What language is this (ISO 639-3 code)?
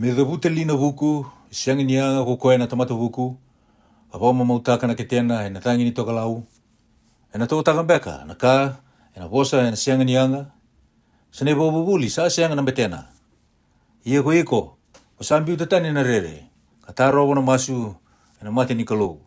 fij